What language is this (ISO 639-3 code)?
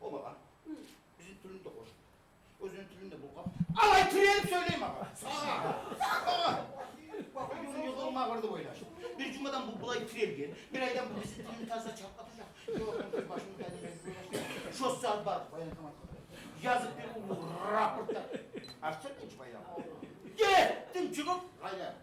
kum